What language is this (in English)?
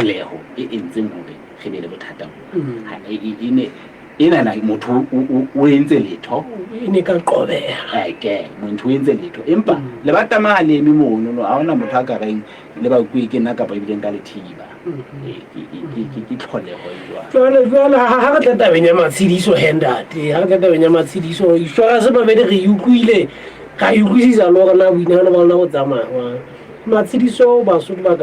Southern Sotho